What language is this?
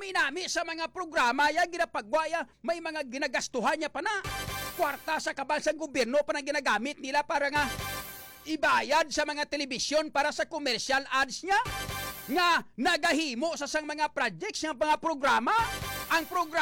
Hiligaynon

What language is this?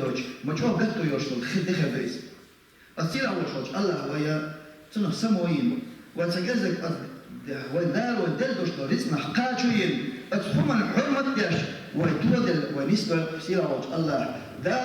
Chechen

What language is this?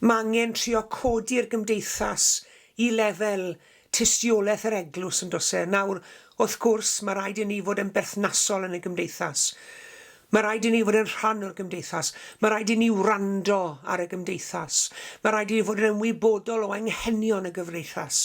Welsh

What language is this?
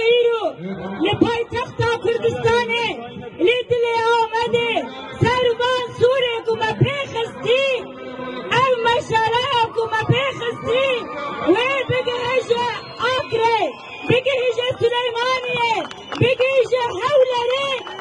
Kurdish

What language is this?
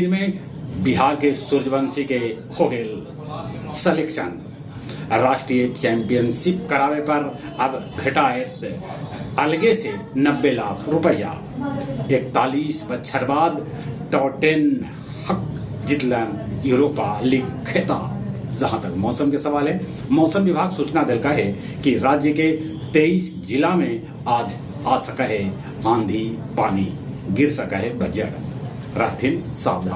Magahi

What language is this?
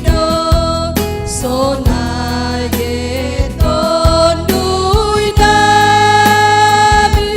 Batak Simalungun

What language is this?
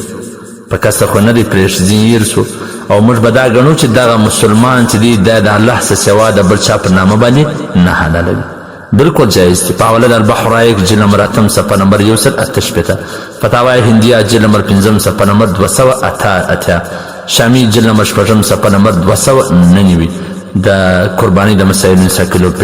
Pashto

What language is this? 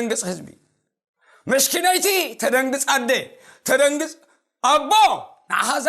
Tigrinya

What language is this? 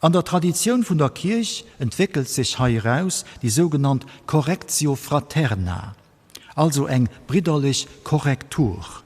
Luxembourgish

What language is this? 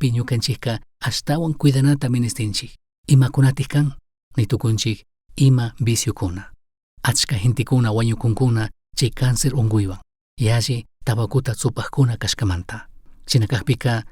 Chimborazo Highland Quichua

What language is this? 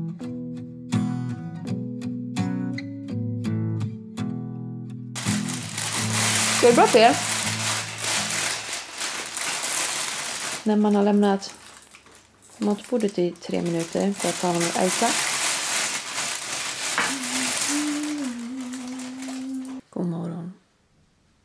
Swedish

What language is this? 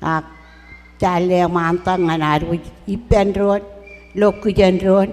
Marshallese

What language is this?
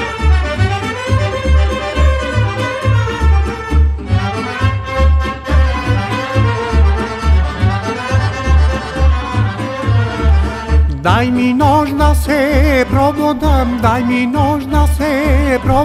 Serbian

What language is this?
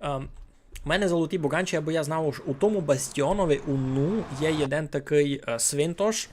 Rusyn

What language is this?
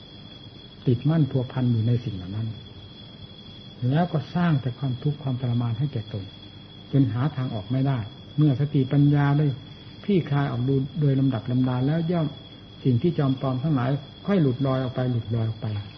Thai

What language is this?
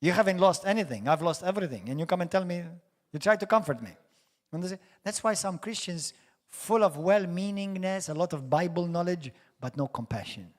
English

